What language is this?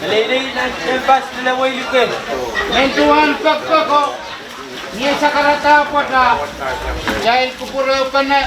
Pohnpeian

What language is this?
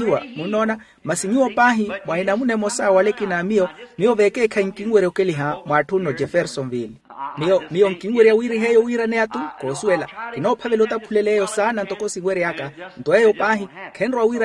Makhuwa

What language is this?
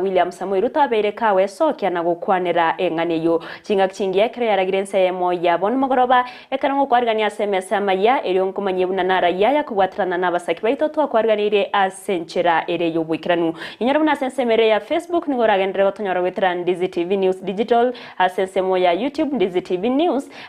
Gusii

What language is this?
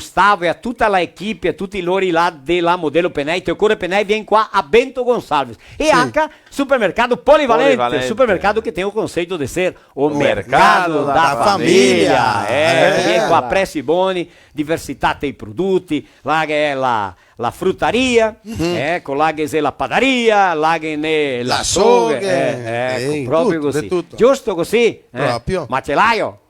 Venetian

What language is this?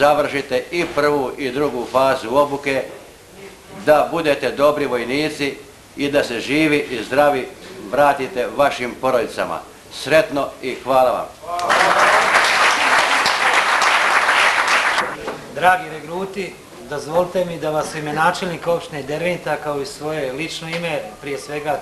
Bosnian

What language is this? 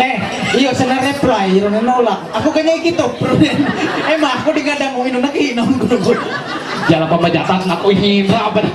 Ma'anyan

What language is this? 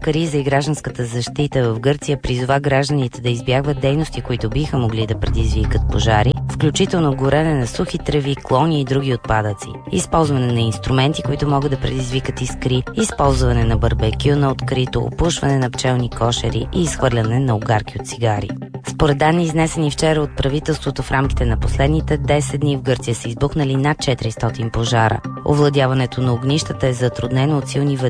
Bulgarian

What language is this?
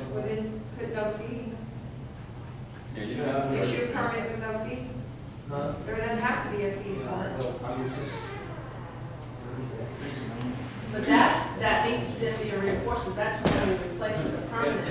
English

